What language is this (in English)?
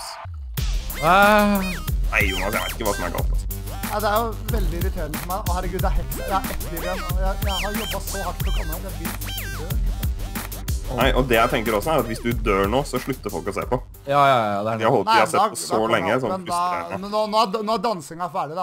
Norwegian